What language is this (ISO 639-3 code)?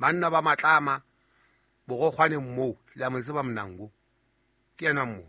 sot